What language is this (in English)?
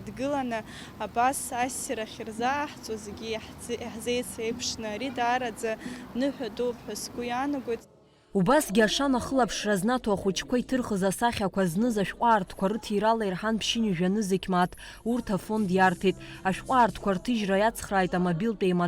Abkhazian